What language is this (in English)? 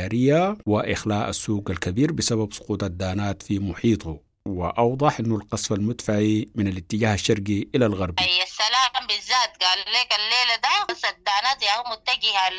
Sudanese Arabic